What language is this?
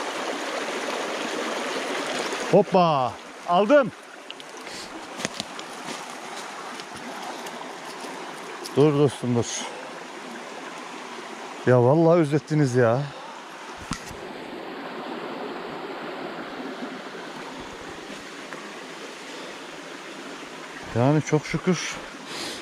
Turkish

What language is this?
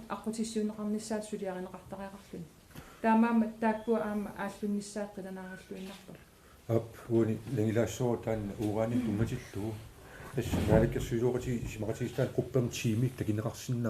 Kalaallisut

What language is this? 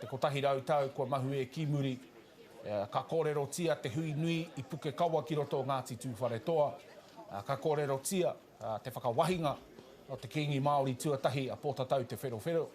Māori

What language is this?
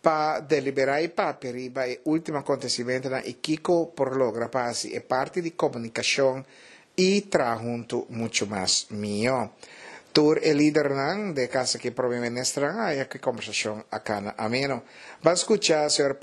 Papiamento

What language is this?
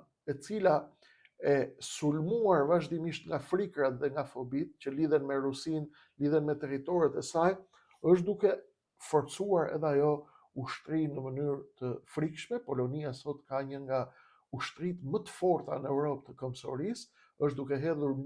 Albanian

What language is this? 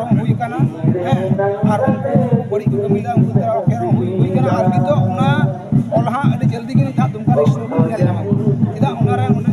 Santali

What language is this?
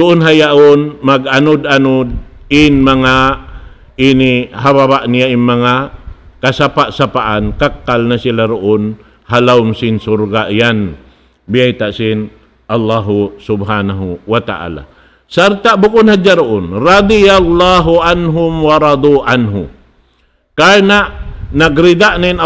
Tausug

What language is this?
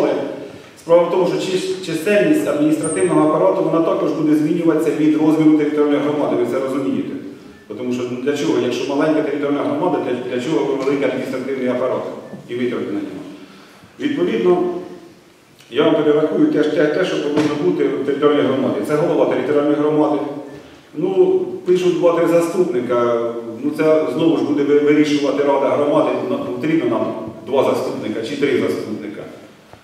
Ukrainian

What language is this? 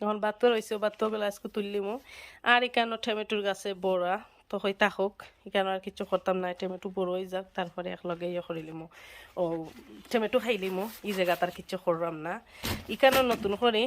Sylheti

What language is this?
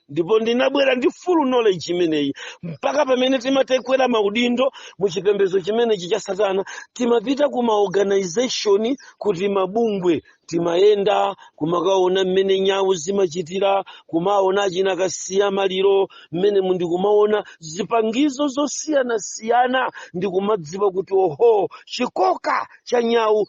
Nyanja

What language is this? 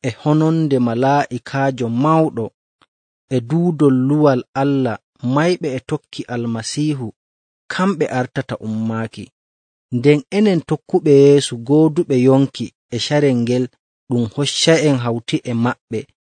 Nigerian Fulfulde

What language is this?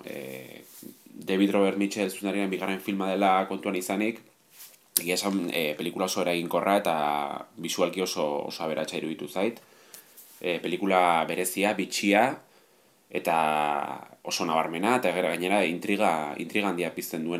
Basque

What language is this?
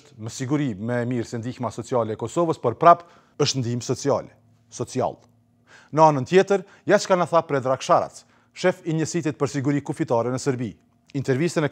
Albanian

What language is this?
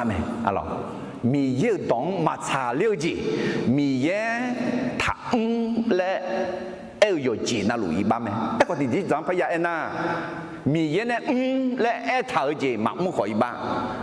Akha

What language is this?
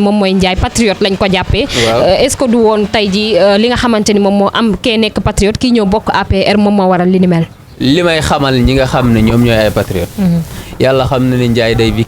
Wolof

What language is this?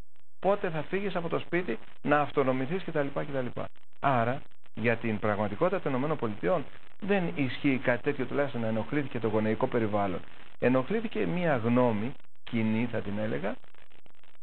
Greek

